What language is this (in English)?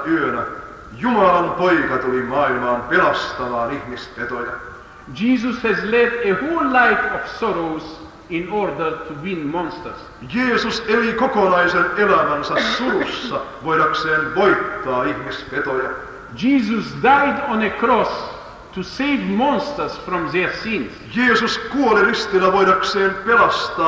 Finnish